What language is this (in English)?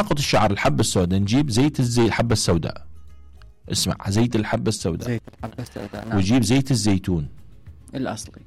Mesopotamian Arabic